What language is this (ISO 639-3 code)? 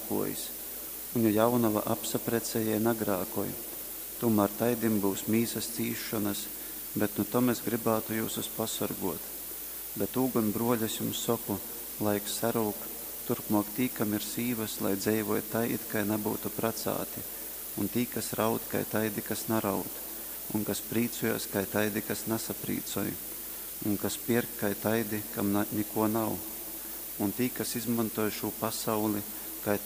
ltg